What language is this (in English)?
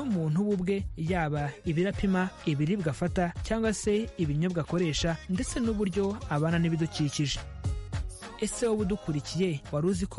Kinyarwanda